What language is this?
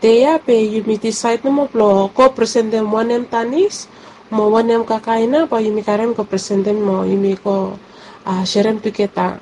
Bislama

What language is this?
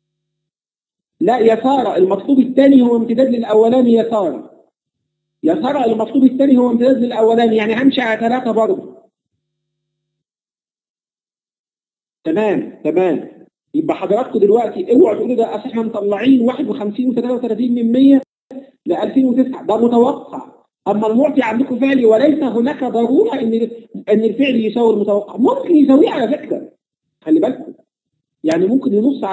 Egyptian Arabic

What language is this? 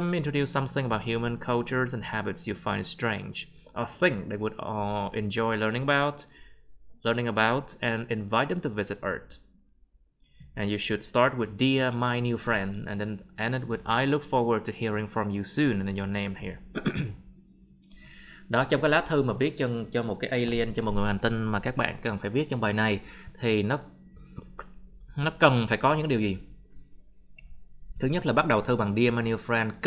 Vietnamese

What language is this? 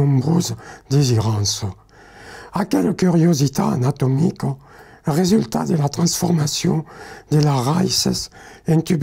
Occitan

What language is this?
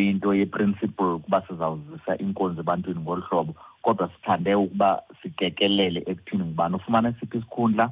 Xhosa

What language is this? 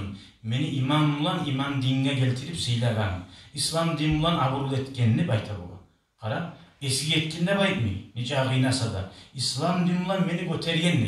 Kumyk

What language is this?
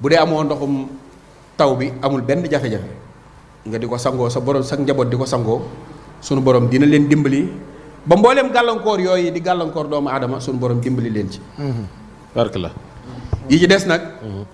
Wolof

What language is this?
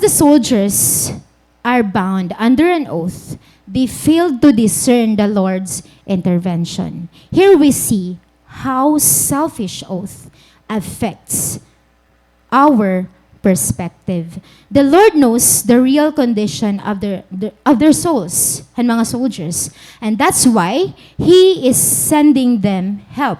Waray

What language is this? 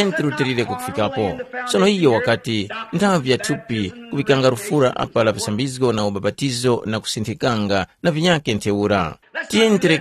Tumbuka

